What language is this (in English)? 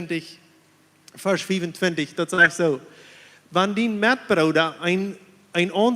Plautdietsch